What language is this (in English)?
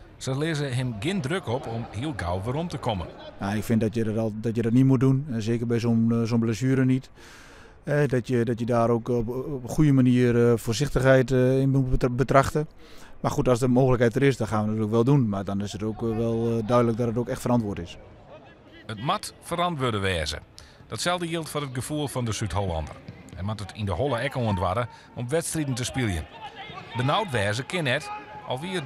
Western Frisian